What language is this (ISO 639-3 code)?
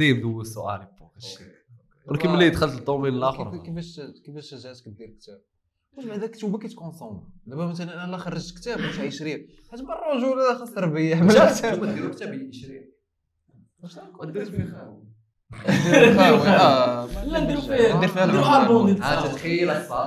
ary